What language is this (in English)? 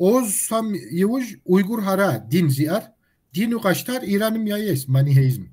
Kabardian